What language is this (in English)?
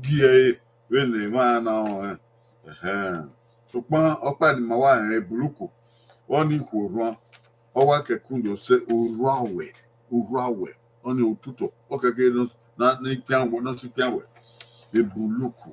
Bini